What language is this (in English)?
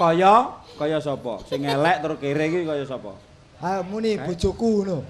Javanese